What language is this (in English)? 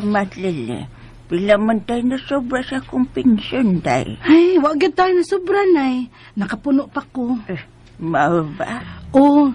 Cebuano